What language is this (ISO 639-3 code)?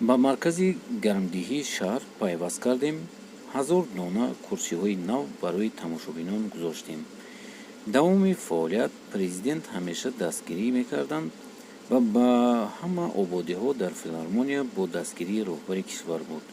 tgk